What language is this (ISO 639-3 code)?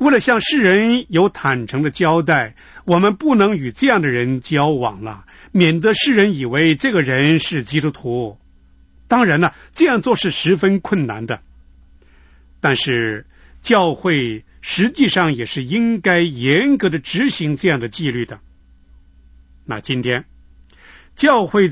zho